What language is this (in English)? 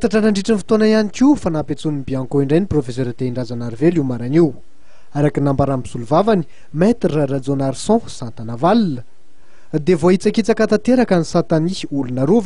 Malagasy